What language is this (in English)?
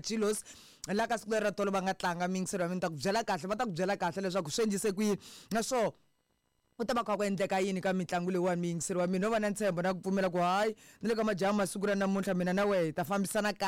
Tsonga